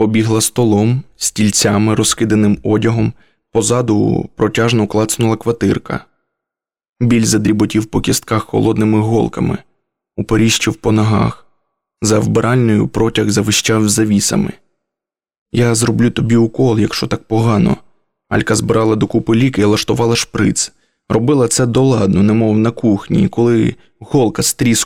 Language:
Ukrainian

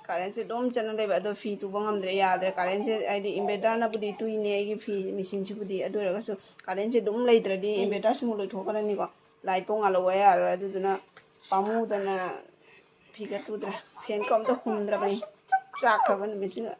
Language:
Manipuri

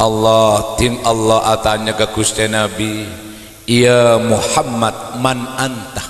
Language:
Madurese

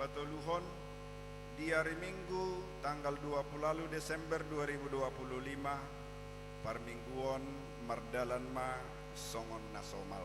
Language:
Batak Toba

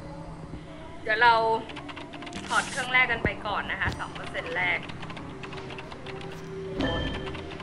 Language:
Thai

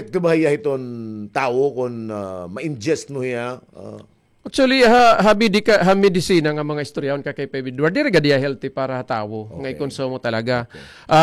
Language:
Waray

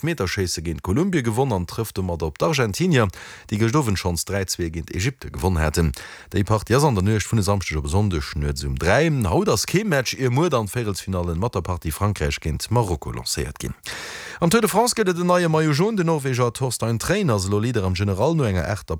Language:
Luxembourgish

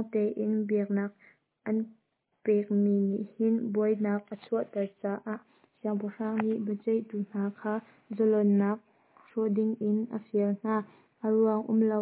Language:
Hakha Chin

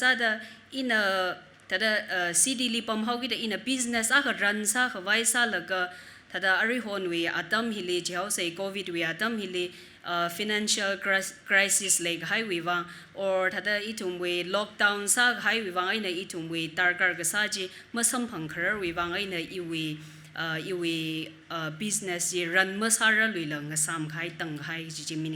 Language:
Tangkhul Naga (India)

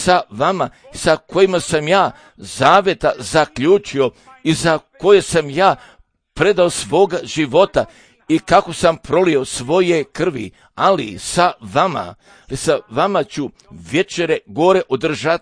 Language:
Serbian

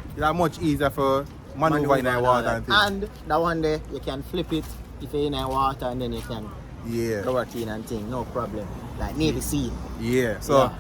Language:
Jamaican Creole English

